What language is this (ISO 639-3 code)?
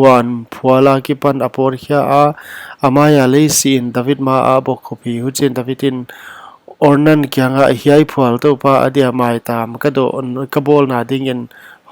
pck